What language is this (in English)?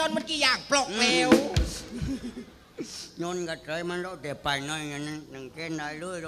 Thai